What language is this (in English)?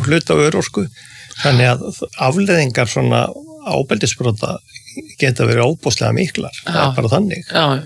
Icelandic